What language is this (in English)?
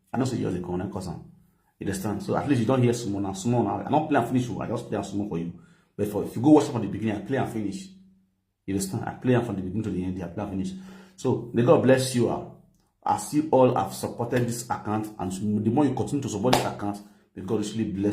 Nigerian Pidgin